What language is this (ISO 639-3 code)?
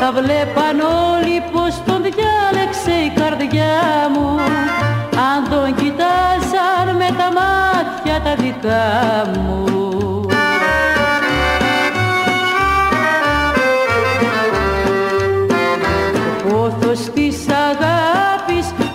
ell